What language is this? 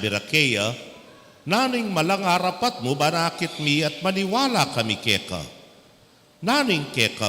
Pampanga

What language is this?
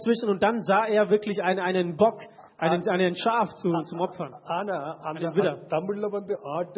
Tamil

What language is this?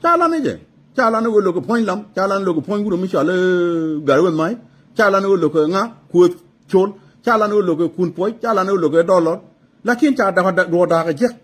Nuer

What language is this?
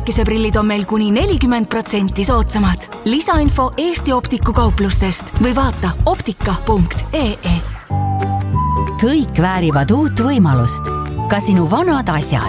Estonian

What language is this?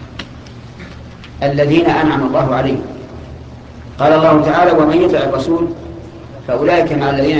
Arabic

